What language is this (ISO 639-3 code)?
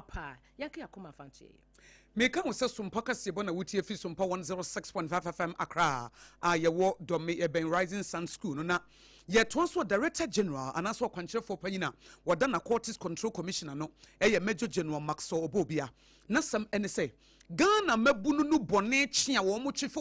aka